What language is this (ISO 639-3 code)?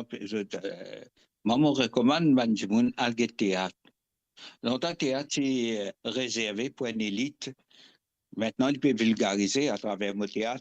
mfe